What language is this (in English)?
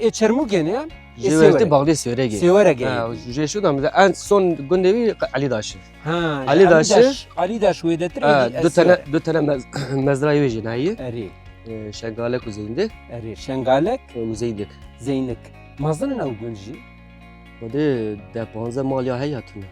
Kurdish